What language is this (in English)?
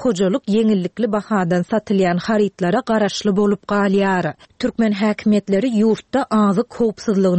Turkmen